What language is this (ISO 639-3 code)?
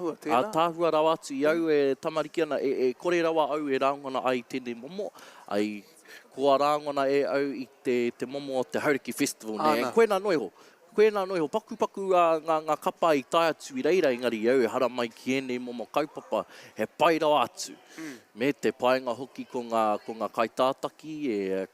mri